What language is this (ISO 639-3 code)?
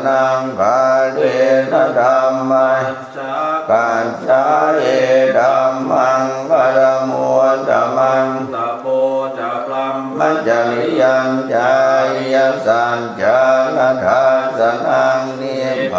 pli